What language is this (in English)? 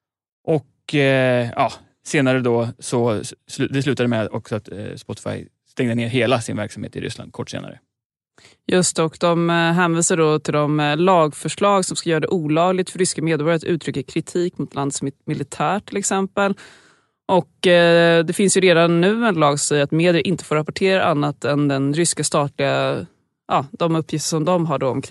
Swedish